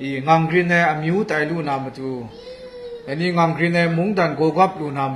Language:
Kachin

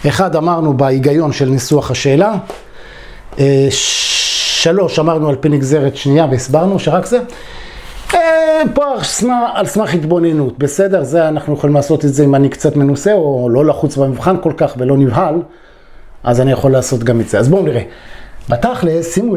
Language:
Hebrew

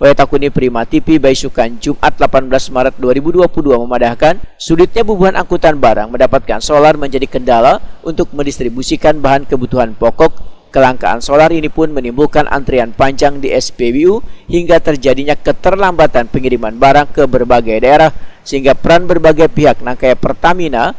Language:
Banjar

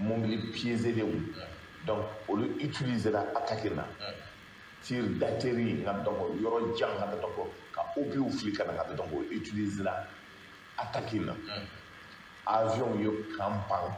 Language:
Bambara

